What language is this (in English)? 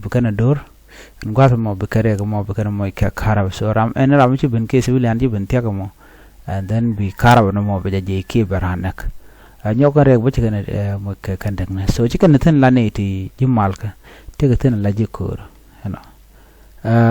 Nuer